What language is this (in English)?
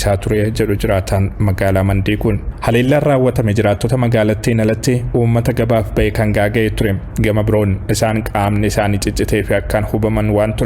Oromo